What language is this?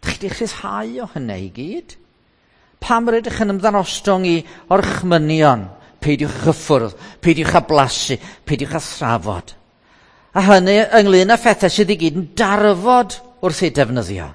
Welsh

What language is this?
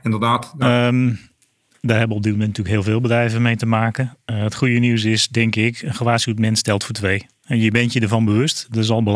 Dutch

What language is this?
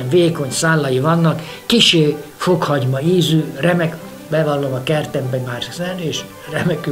Hungarian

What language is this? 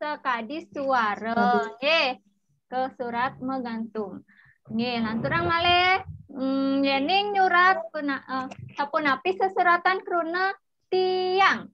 Balinese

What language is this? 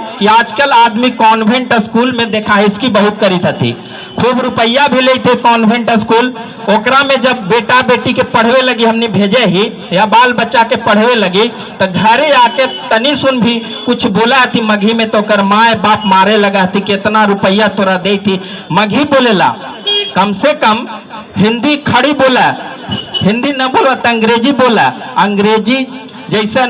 Magahi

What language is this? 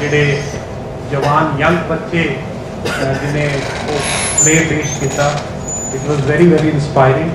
Dogri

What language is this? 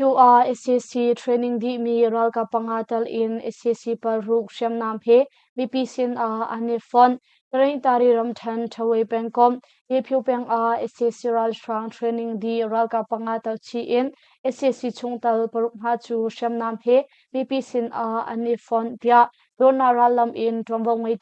Hakha Chin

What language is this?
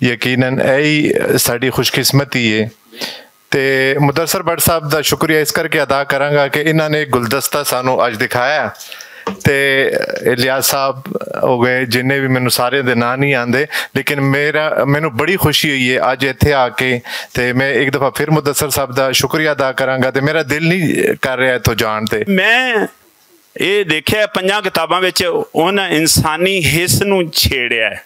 Western Panjabi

